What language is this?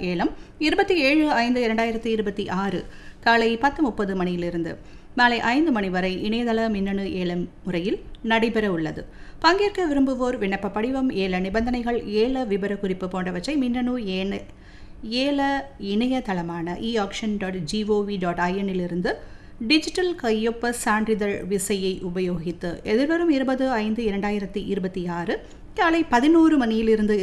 Tamil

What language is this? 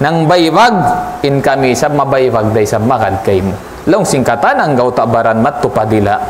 Tausug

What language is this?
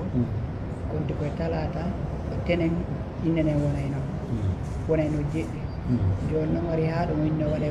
Pular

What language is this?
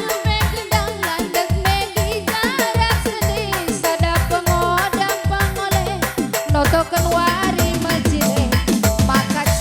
Batak Karo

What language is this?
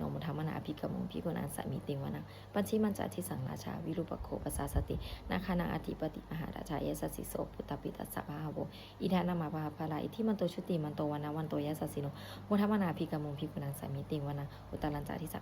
Pali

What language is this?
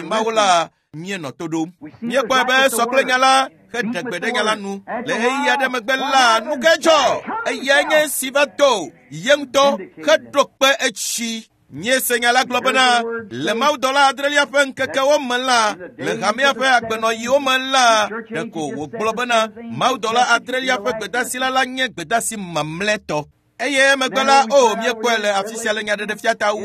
Ewe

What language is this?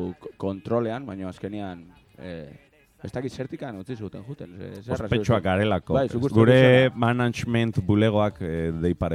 Basque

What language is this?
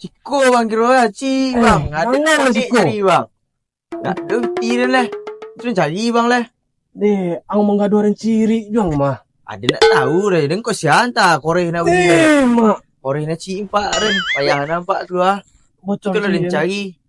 Minangkabau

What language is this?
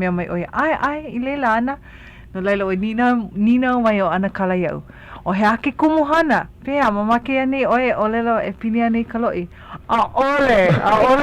Hawaiian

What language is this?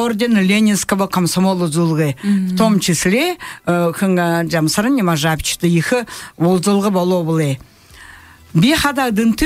Buriat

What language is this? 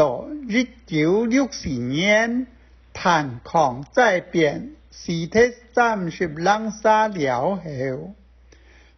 Hakka Chinese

